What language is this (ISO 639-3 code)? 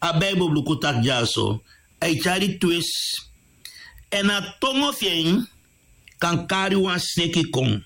srn